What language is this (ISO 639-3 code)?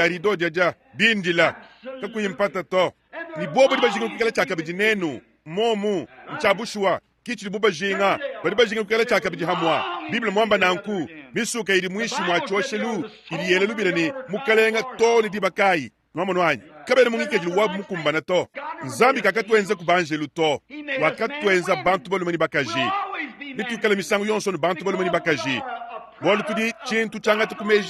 lua